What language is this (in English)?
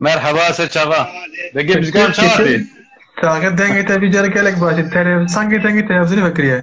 Kurdish